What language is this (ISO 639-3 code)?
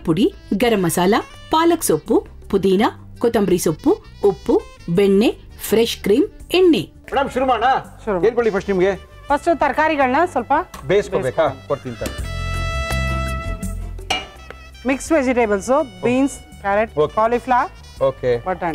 kan